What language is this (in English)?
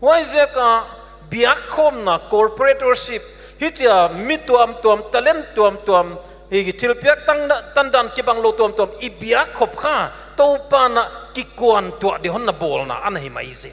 Paite Chin